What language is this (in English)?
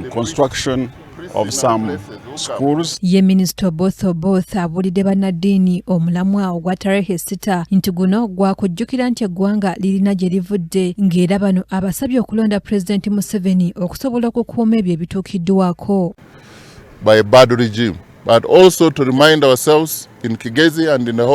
Ganda